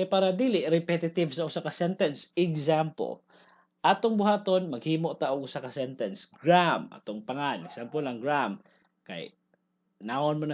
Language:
Cebuano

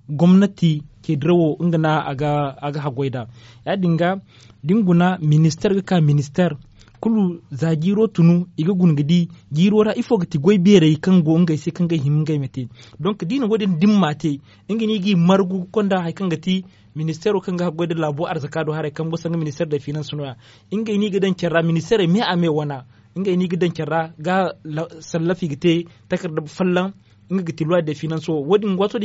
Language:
Zarma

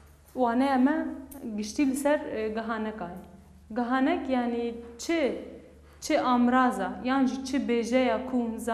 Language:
Kurdish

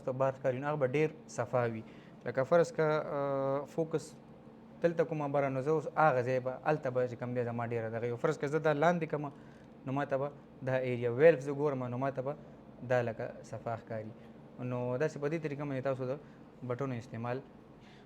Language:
Pashto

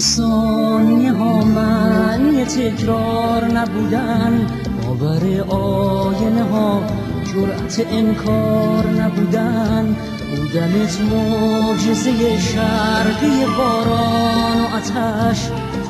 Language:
Persian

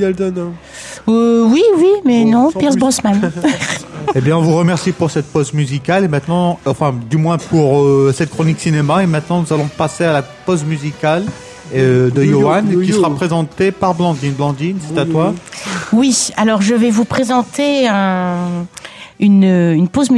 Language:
French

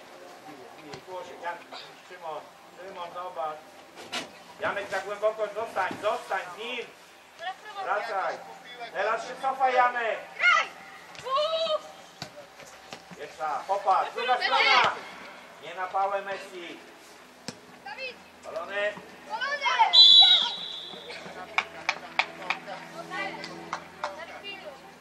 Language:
Polish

